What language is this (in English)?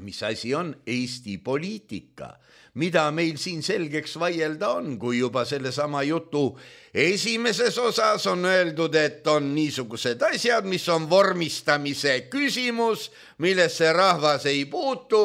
Estonian